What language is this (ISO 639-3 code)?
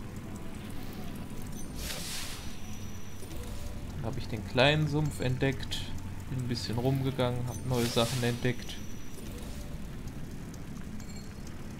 deu